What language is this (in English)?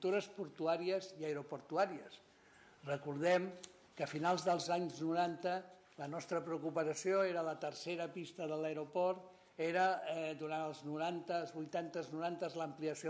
Catalan